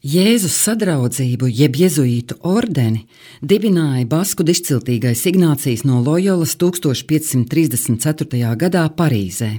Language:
Latvian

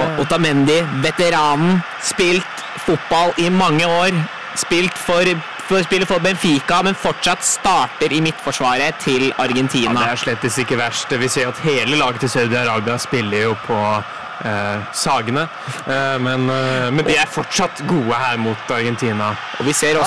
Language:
Norwegian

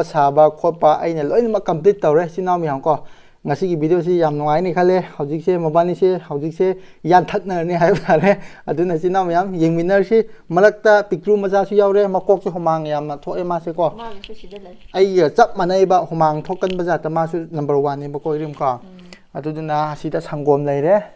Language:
Manipuri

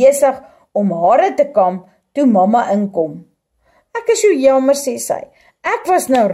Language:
Afrikaans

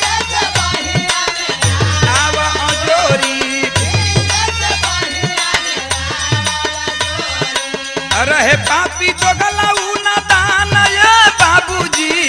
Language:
Bhojpuri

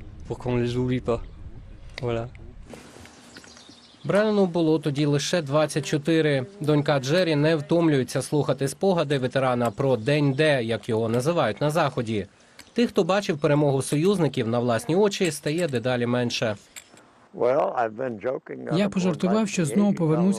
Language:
Ukrainian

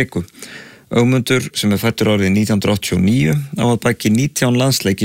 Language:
Icelandic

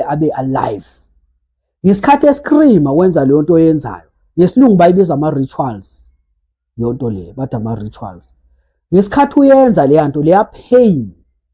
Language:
Zulu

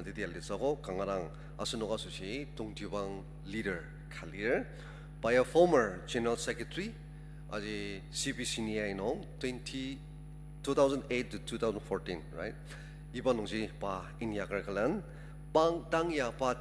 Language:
Ao Naga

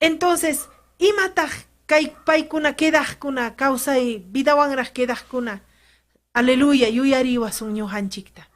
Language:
Ayacucho Quechua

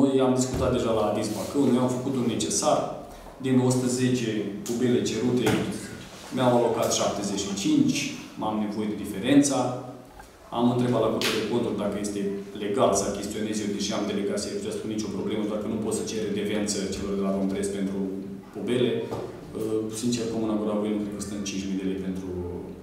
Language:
Romanian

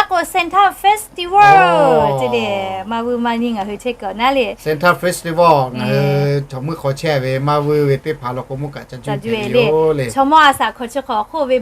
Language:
Lahu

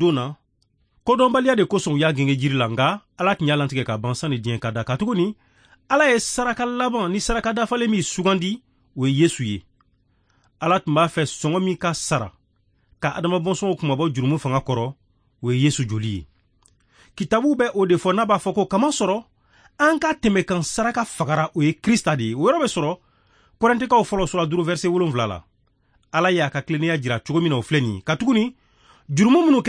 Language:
Bambara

